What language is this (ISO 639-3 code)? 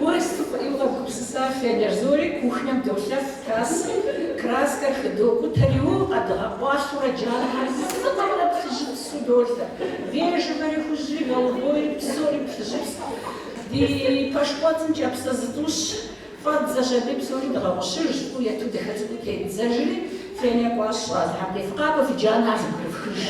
kbd